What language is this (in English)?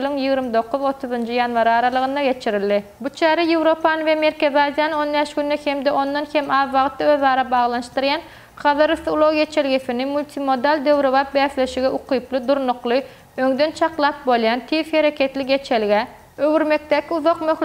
Turkmen